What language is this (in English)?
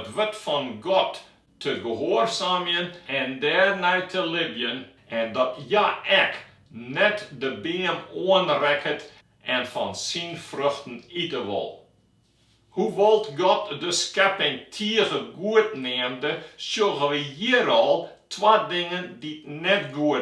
Western Frisian